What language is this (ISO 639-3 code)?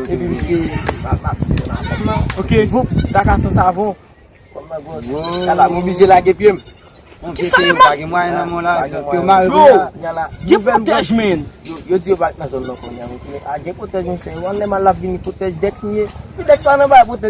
hat